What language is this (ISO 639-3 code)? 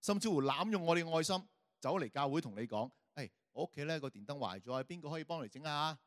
yue